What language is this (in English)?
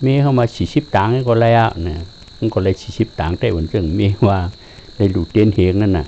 Shan